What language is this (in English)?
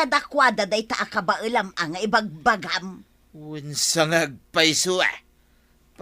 Iloko